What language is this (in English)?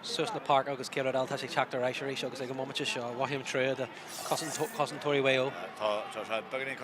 Irish